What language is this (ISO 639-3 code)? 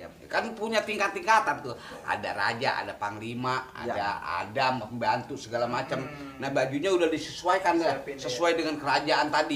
bew